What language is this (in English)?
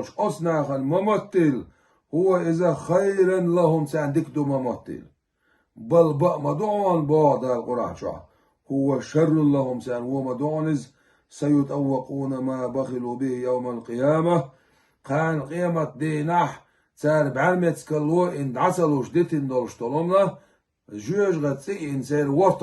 Chechen